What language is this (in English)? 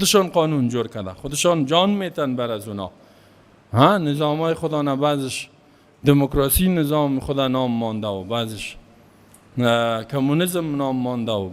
Persian